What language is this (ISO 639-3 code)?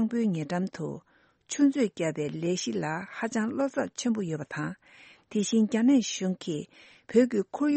bod